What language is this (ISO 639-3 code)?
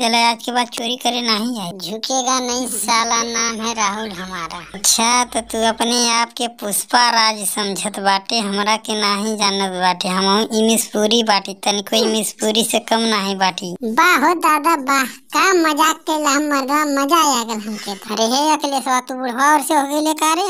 bho